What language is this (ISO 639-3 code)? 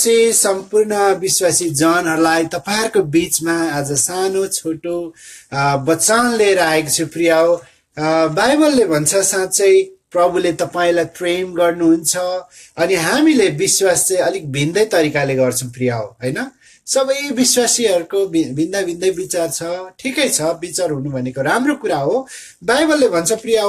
nep